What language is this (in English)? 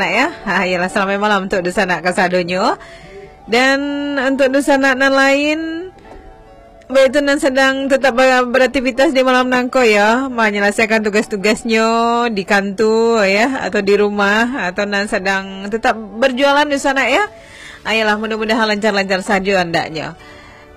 Minangkabau